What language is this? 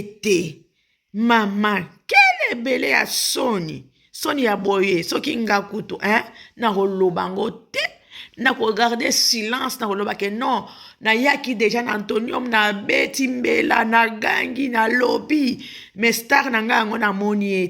Lingala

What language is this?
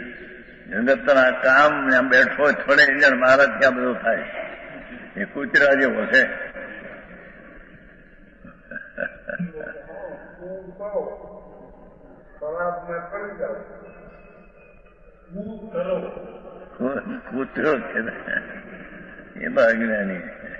Gujarati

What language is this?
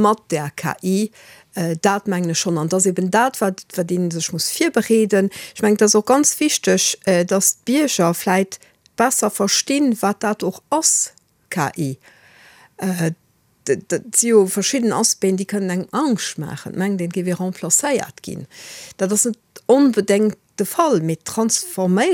Luxembourgish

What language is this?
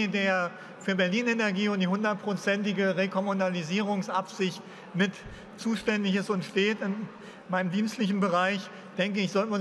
German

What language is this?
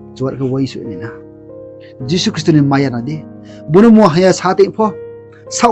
Riang (India)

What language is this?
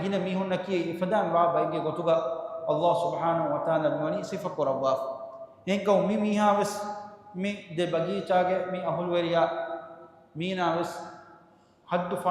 Divehi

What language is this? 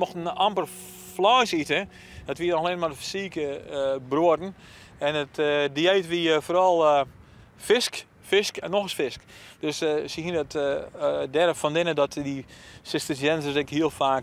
Western Frisian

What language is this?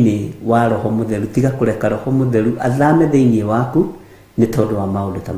Kikuyu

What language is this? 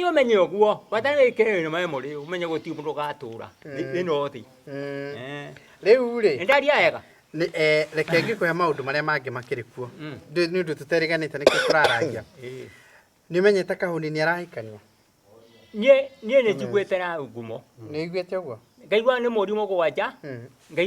Kikuyu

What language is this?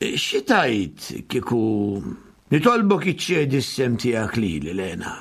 Maltese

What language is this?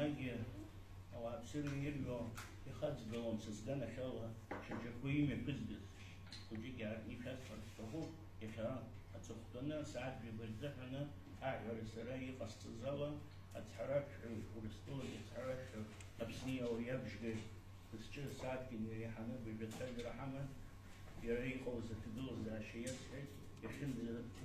Abkhazian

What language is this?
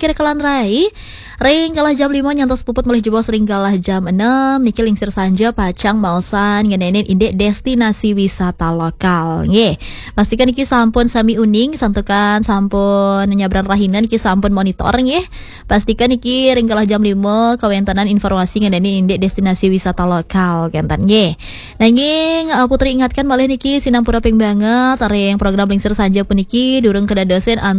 Balinese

